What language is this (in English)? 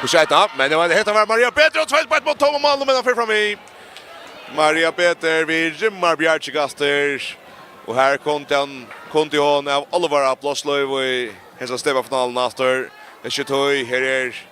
Faroese